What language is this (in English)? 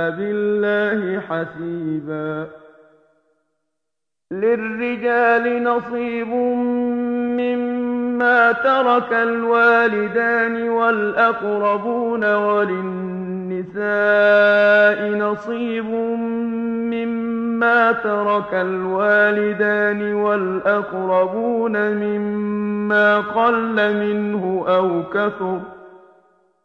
Arabic